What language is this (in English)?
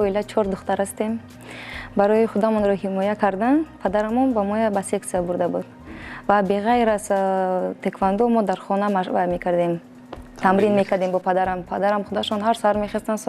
Tajik